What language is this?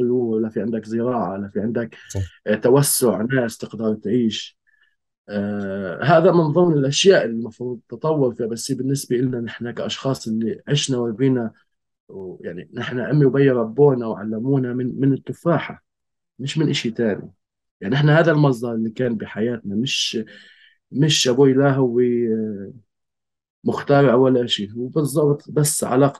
North Levantine Arabic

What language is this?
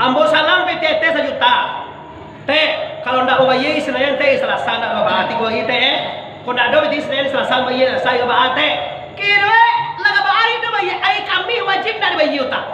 Minangkabau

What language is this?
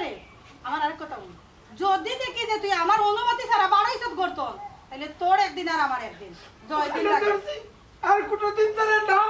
Sylheti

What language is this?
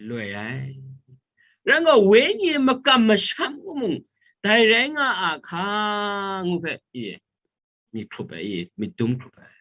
Kachin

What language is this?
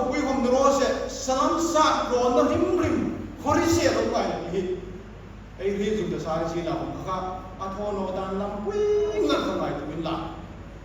Hmar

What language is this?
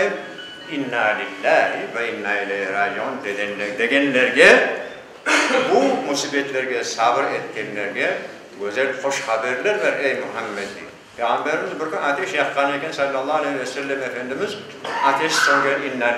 Crimean Tatar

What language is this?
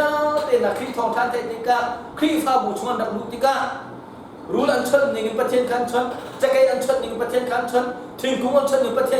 Hakha Chin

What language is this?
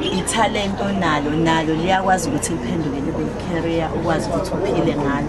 Zulu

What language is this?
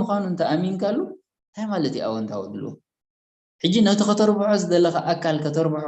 Tigrinya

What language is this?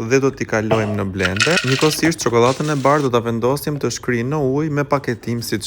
Albanian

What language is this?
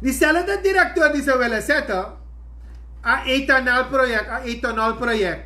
Sranan Tongo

